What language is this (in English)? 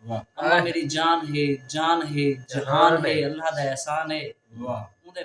Saraiki